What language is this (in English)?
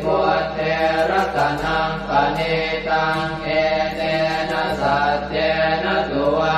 Pali